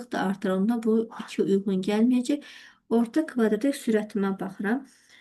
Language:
Azerbaijani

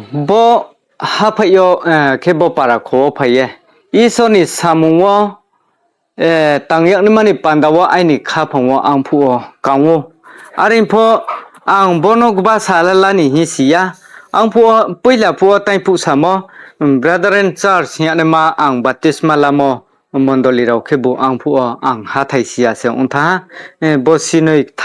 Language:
Riang (India)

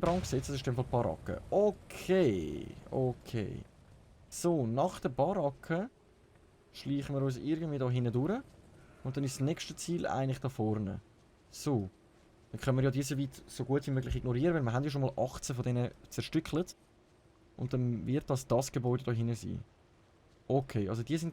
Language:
Swiss German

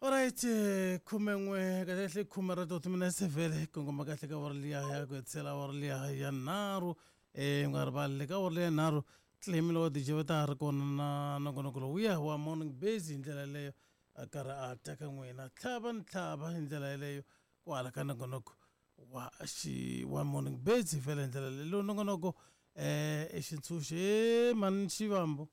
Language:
Tsonga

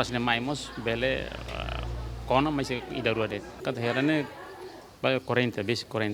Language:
Tetum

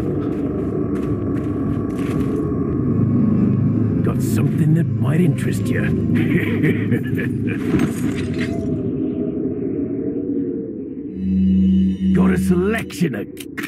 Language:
English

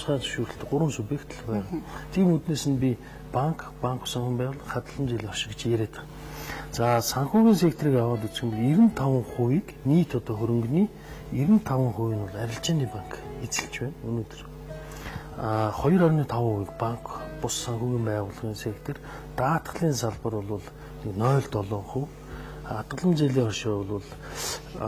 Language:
Mongolian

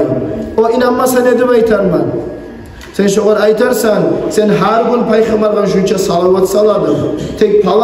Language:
Kumyk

